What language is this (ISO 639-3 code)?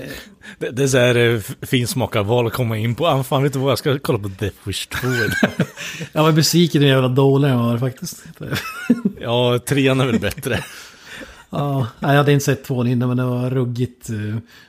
swe